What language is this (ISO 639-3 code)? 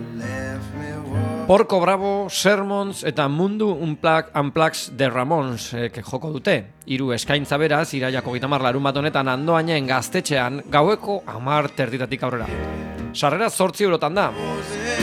eus